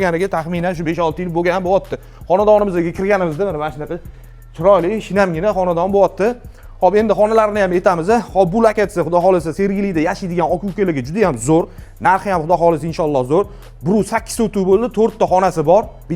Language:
Uzbek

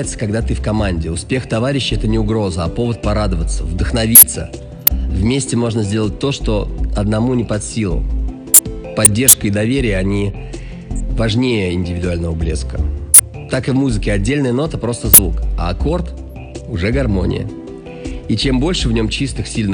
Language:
Russian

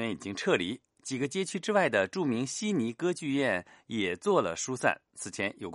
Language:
Chinese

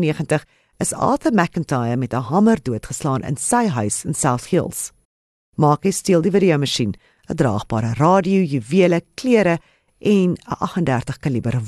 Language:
Afrikaans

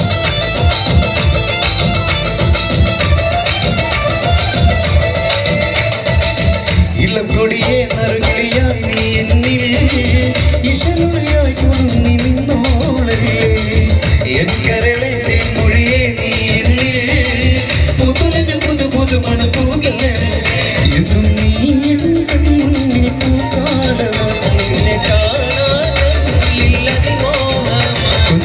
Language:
Malayalam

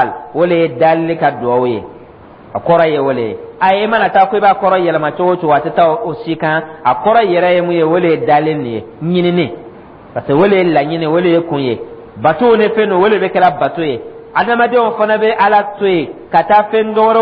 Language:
Dyula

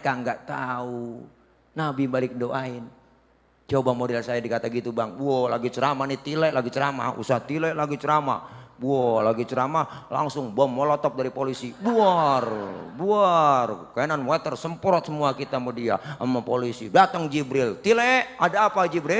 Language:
Betawi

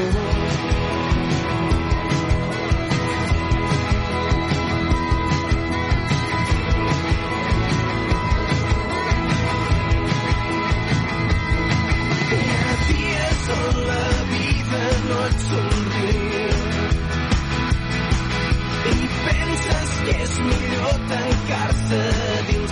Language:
Catalan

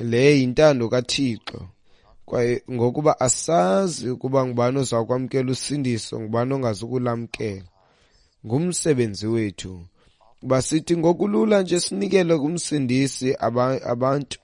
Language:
Xhosa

